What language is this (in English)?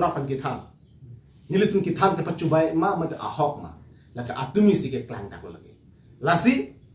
Karbi